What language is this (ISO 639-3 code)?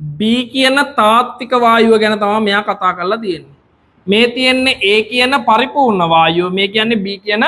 sin